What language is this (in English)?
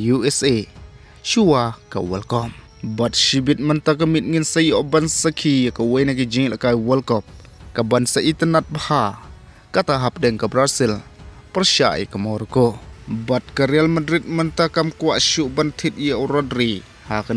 Khasi